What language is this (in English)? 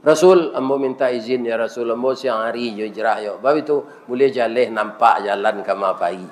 Minangkabau